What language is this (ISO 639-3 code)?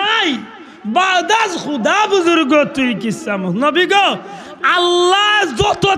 syl